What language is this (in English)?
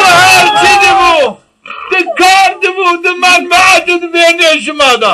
Zaza